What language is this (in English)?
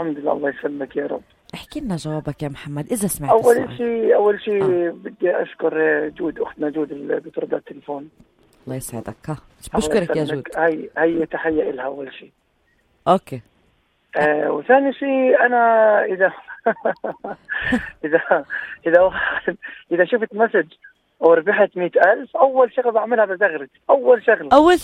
North Levantine Arabic